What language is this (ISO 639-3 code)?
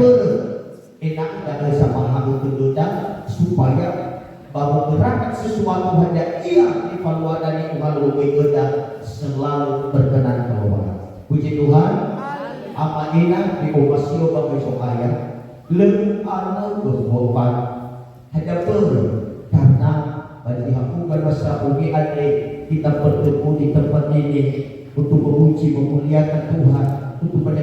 nia